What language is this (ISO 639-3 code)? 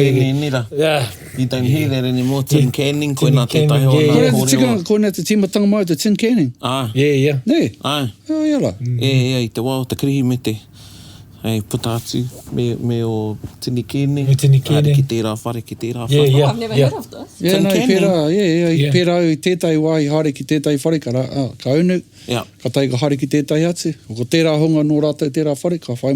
mri